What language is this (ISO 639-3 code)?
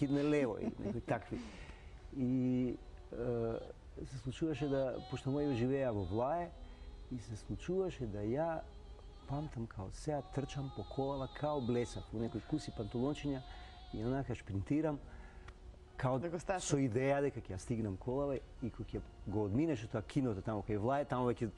mkd